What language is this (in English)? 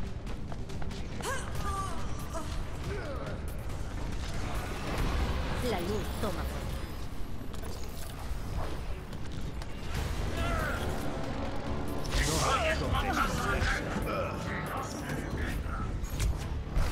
Spanish